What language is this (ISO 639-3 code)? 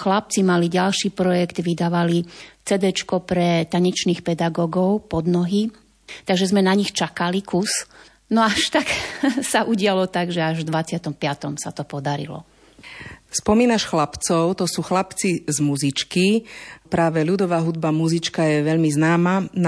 slk